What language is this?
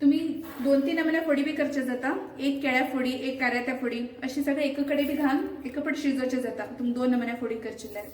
Konkani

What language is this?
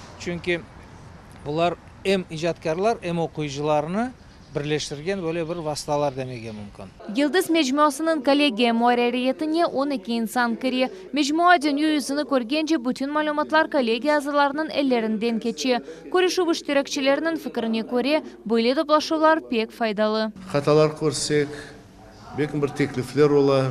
Crimean Tatar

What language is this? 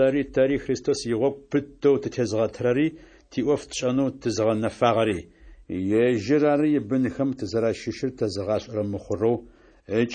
Adyghe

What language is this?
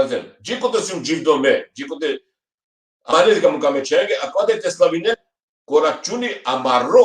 Balkan Romani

